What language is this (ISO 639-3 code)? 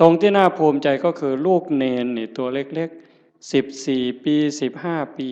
tts